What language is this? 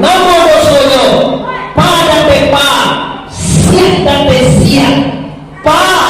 Minangkabau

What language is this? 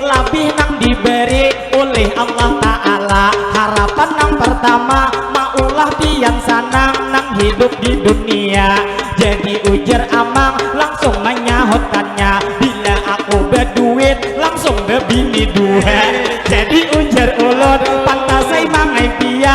Banjar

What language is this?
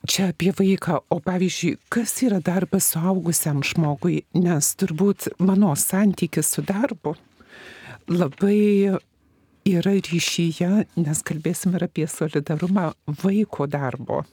Lithuanian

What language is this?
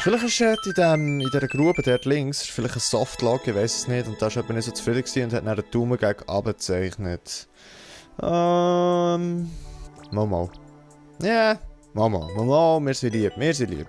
Swiss German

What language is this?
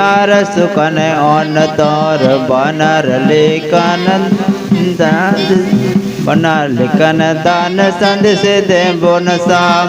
Santali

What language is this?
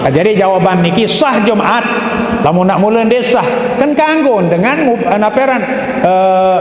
Sasak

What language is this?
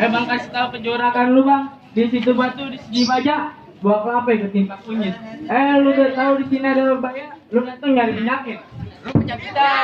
Betawi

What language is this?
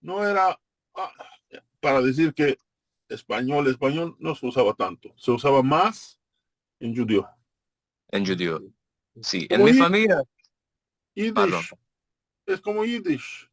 Ladino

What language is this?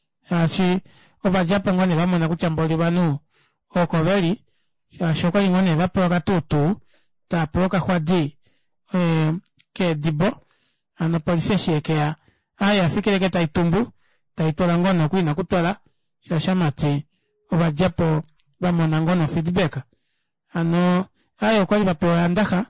Kuanyama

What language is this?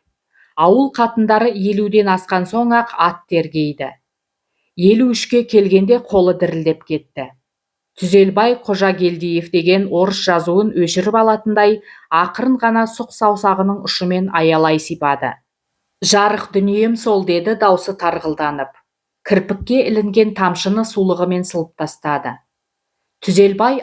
Kazakh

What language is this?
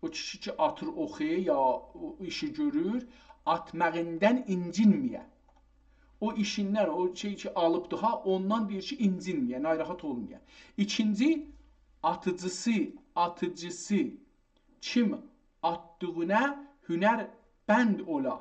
South Azerbaijani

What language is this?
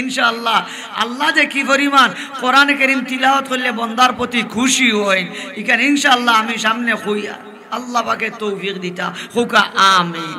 Sylheti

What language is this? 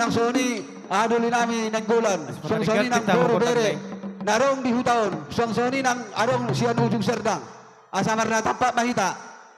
Batak Toba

